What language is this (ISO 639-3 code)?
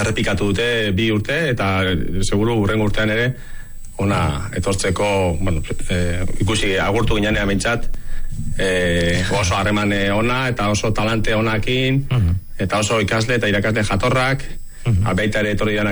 eus